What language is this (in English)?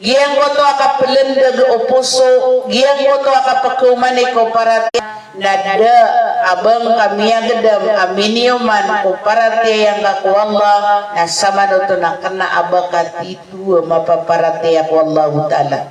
Maranao